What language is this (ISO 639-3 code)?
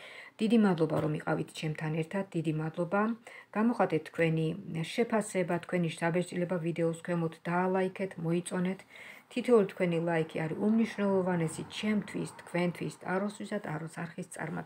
kat